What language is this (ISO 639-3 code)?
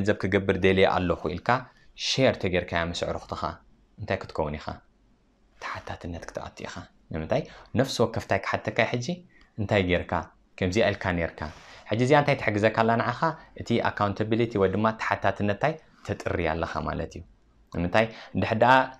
tir